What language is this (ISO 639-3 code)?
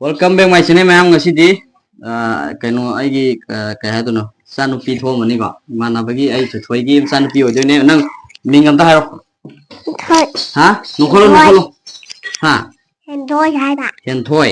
mni